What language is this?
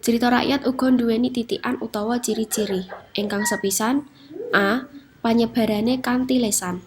Javanese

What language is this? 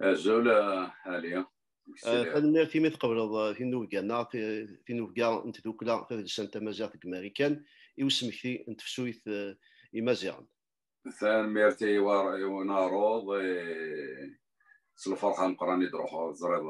Kabyle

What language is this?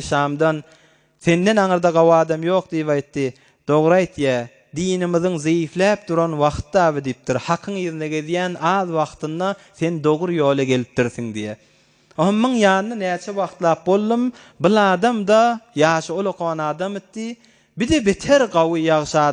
Turkmen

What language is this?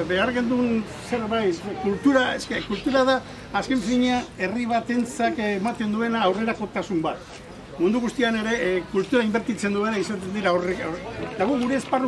Basque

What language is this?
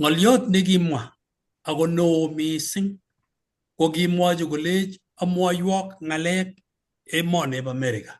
Kalenjin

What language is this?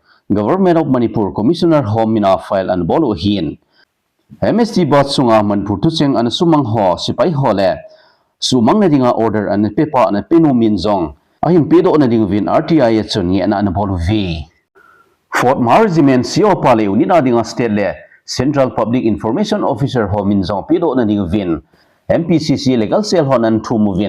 Thado Chin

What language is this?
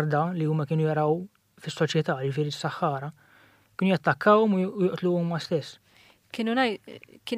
Maltese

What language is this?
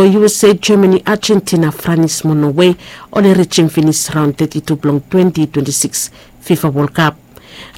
Bislama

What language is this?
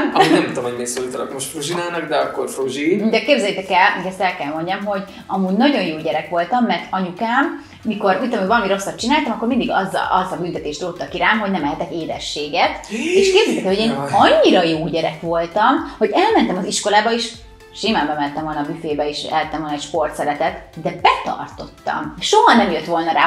Hungarian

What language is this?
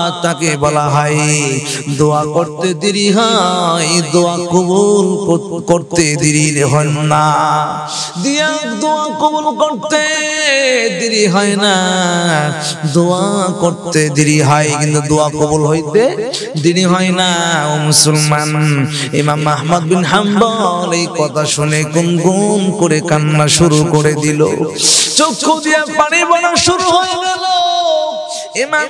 Bangla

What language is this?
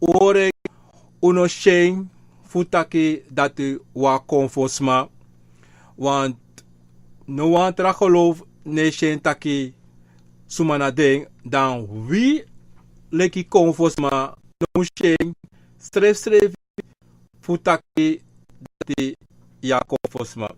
Sranan Tongo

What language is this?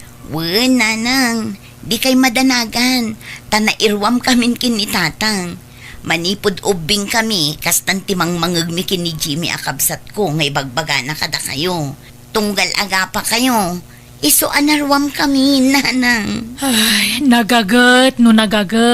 Iloko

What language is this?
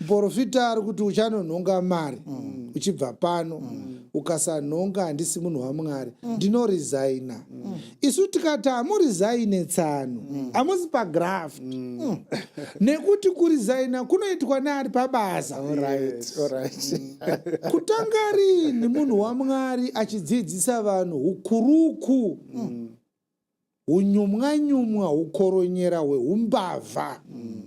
Shona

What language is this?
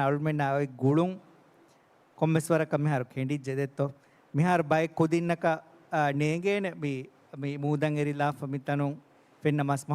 Divehi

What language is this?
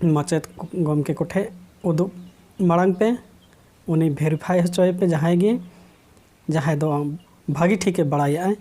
Santali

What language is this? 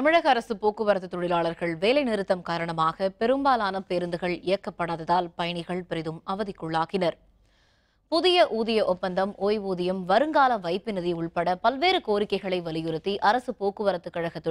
Tamil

